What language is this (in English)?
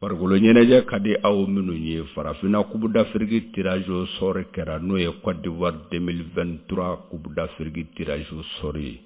Bambara